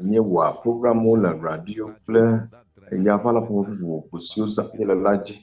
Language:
Ewe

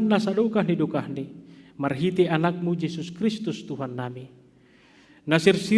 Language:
Batak Simalungun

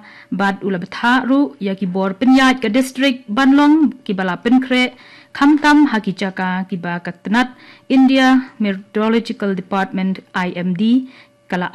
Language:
Khasi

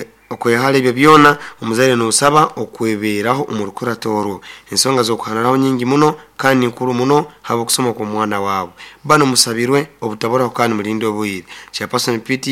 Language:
Nyoro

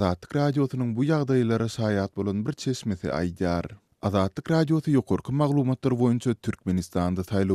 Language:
Turkmen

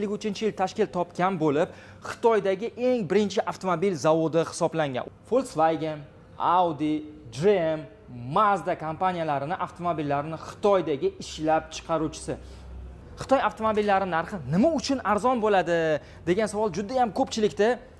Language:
Uzbek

